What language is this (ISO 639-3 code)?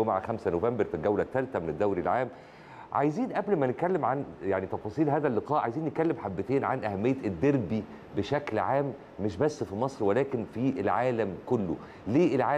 arz